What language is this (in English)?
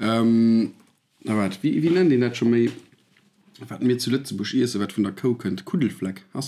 Luxembourgish